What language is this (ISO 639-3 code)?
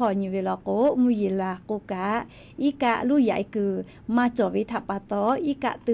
lhu